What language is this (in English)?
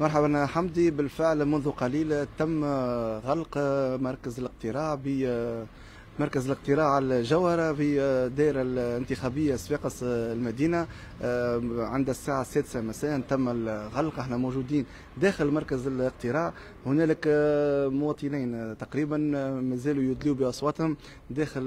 Tunisian Arabic